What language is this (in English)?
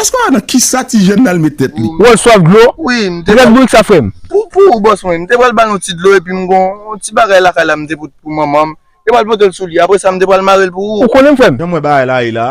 Haitian Creole